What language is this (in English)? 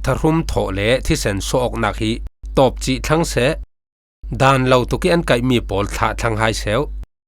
Falam Chin